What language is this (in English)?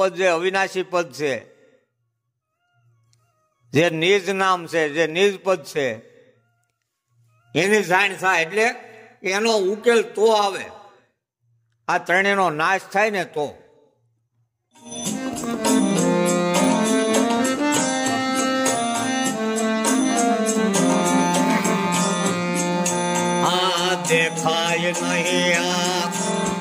Gujarati